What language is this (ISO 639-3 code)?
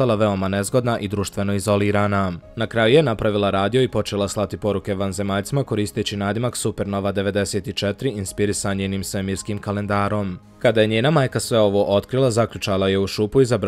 bos